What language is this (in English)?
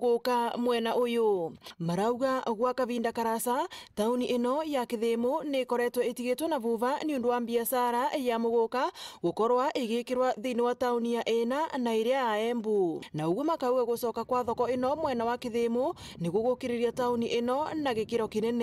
Meru